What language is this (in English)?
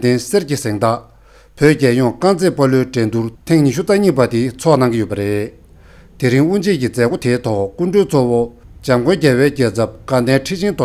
Tibetan